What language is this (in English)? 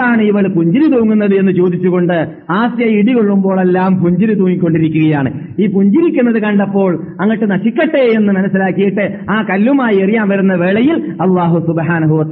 Malayalam